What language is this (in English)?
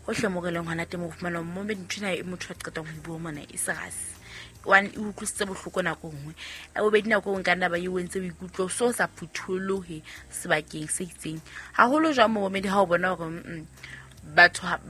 Southern Sotho